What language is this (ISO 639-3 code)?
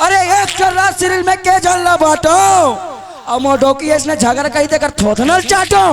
hne